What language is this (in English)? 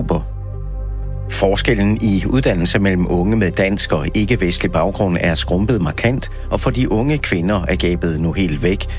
Danish